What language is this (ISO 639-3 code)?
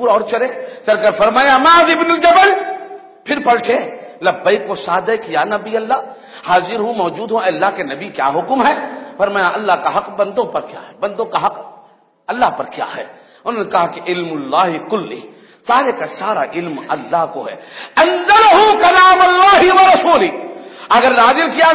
urd